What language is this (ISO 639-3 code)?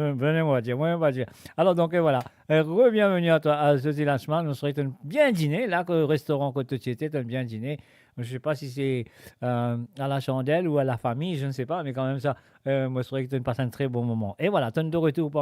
mfe